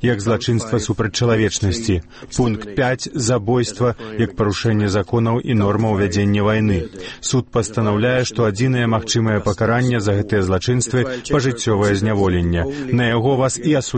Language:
Belarusian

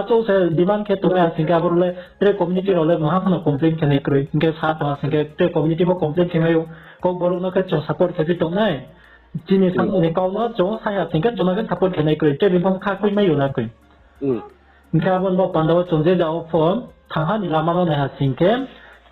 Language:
Riang (India)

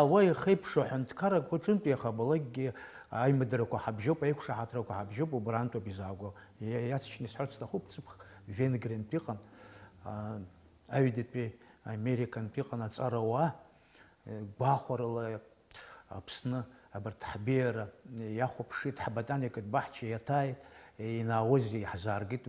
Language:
Abkhazian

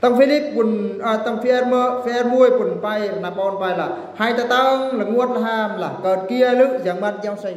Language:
Eastern Bru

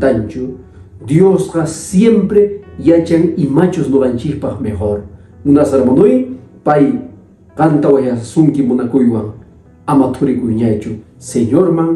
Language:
Quechua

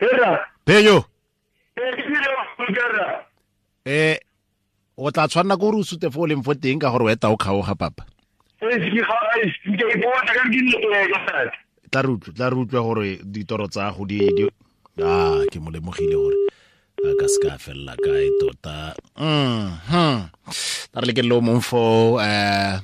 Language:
Tswana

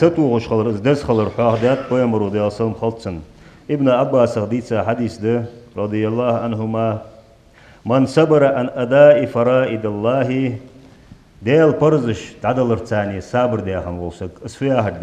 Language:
Ingush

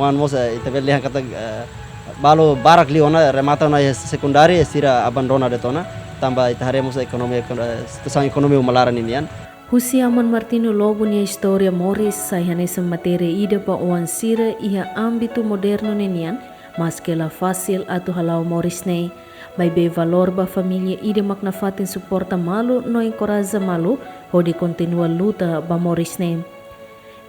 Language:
Tetum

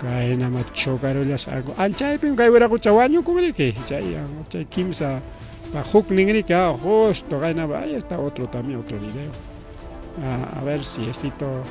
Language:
Ayacucho Quechua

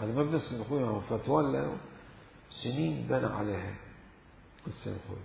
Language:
Mesopotamian Arabic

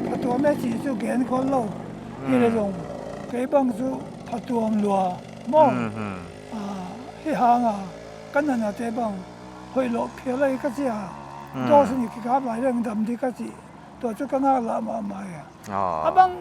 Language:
Paite Chin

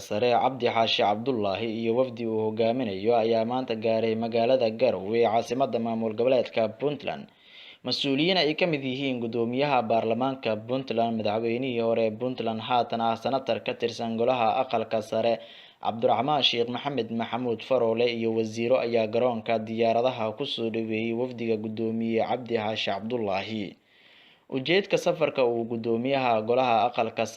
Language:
Somali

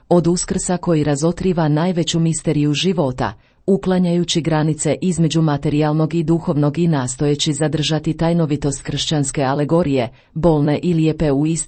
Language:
Croatian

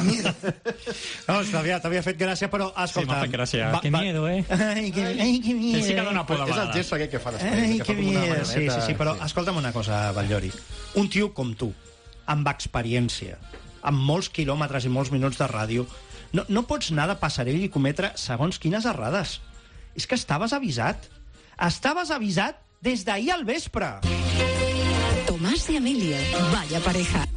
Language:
Catalan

